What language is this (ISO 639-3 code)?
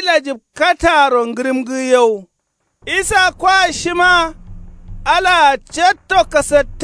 kau